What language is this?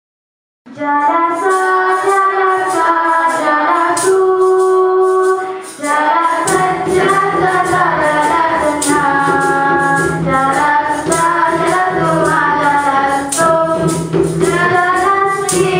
Malay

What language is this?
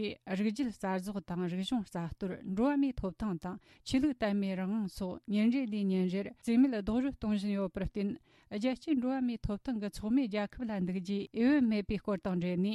Tibetan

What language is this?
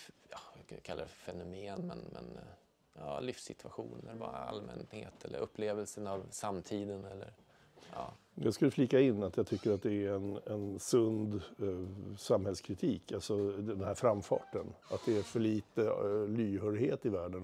Swedish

